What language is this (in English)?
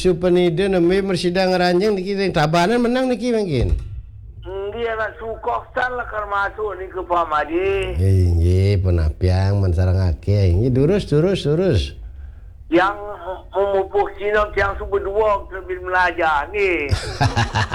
Balinese